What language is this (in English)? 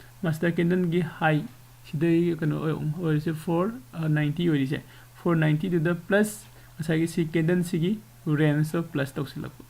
Manipuri